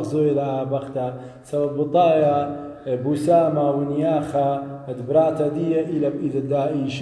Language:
Assyrian Neo-Aramaic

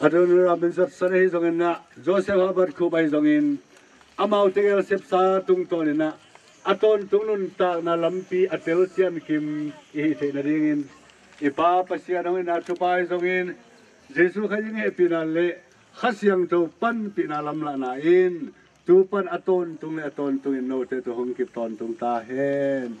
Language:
Tedim Chin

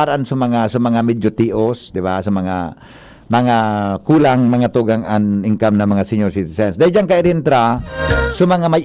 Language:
Bikol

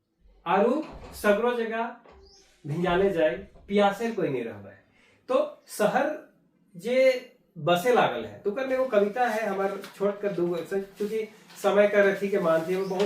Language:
Sadri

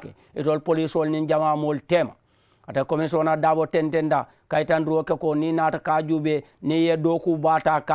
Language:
Mandingo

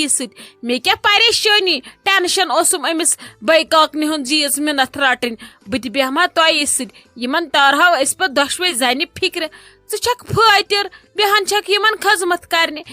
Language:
Kashmiri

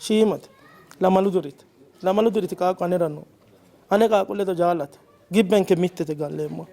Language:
Sidamo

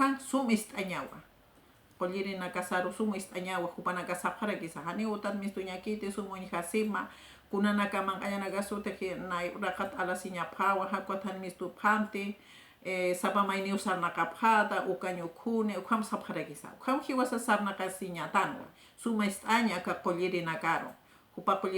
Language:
Aymara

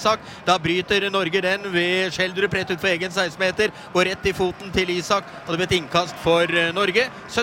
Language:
Norwegian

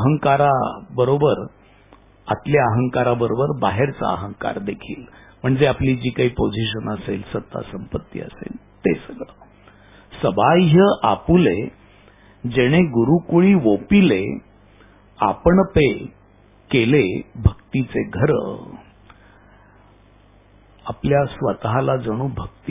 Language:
Marathi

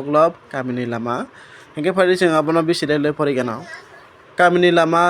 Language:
Kok Borok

